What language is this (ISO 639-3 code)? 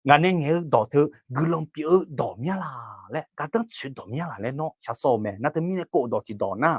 ahk